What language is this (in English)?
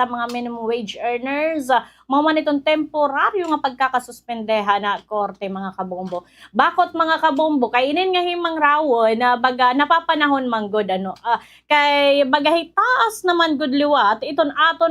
Waray